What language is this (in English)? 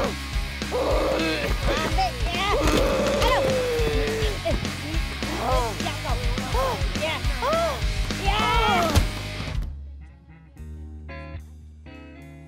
Malay